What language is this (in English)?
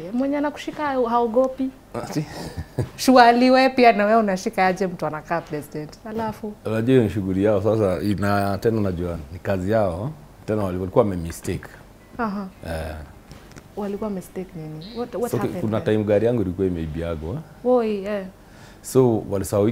Swahili